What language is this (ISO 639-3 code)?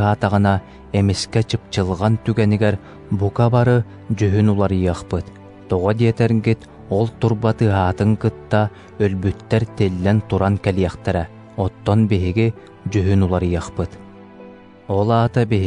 sah